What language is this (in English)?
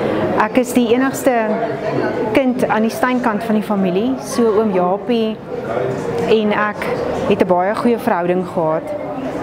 Afrikaans